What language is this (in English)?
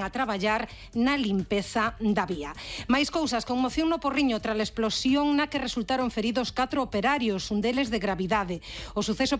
Galician